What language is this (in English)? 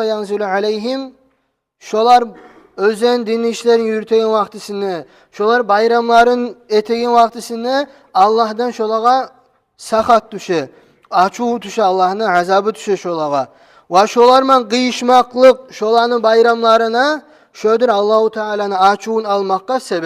Kumyk